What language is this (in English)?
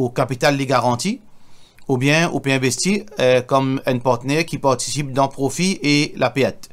Morisyen